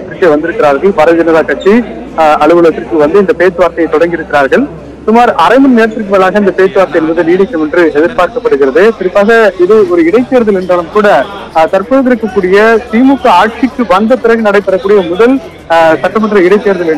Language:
Tamil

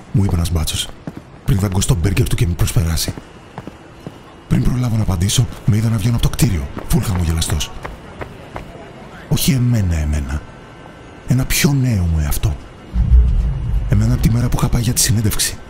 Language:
Greek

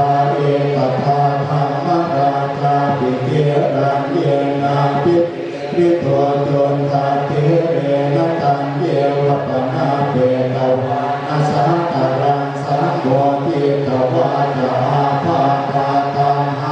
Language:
Pali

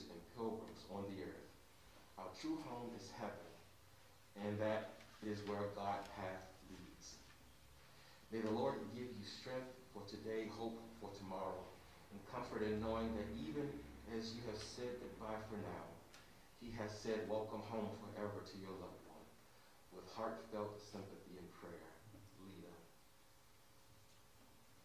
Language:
English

